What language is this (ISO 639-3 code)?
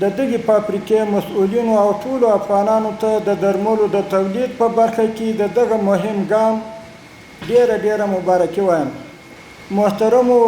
pus